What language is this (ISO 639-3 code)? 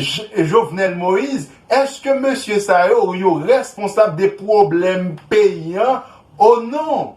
hat